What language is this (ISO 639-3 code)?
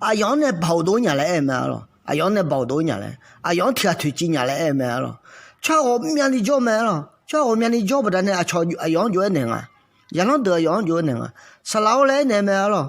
ahk